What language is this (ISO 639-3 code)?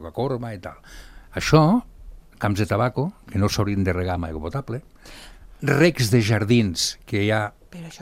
cat